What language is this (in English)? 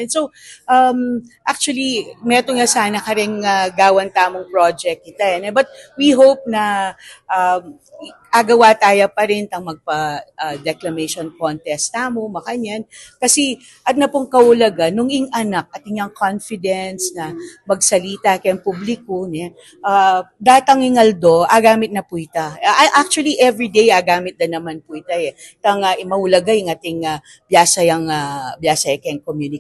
Pampanga